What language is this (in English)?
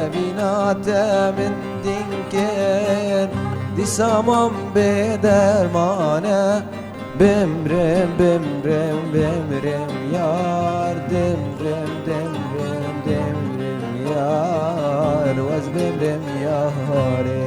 Kurdish